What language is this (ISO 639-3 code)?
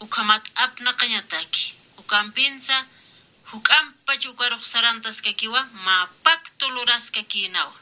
aym